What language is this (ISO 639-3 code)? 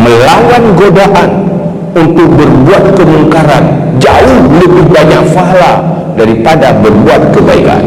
ace